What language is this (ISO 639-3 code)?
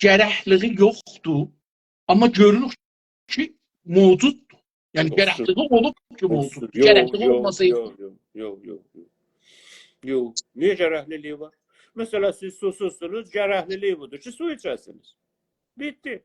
azb